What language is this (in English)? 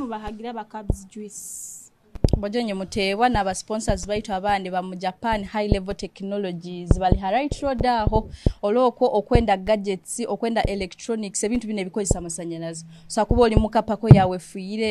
Nyoro